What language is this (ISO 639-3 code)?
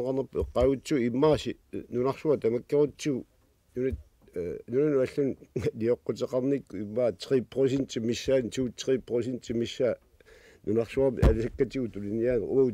kal